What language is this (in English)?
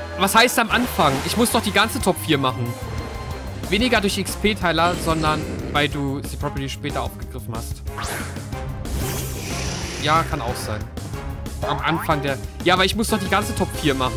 German